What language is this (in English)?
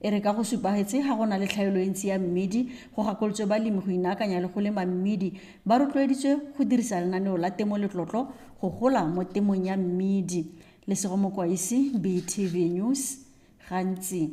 Tswana